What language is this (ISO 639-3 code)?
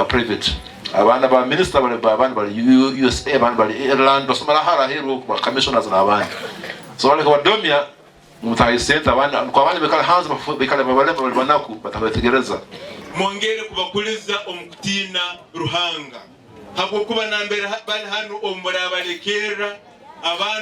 nyn